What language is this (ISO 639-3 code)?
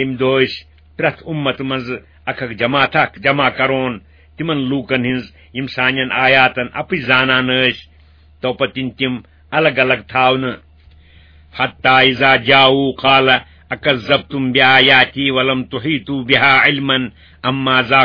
kas